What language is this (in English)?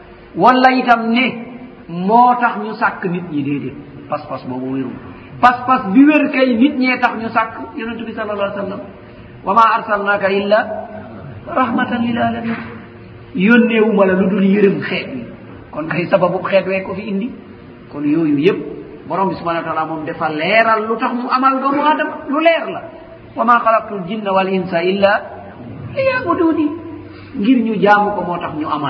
Wolof